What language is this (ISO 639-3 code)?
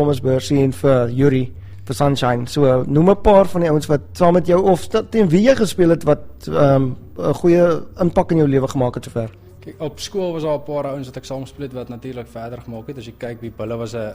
afr